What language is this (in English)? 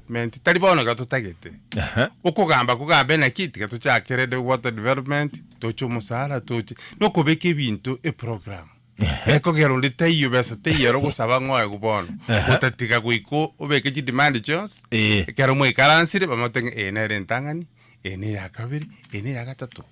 Gusii